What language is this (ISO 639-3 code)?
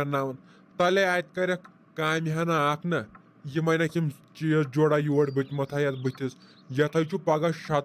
kas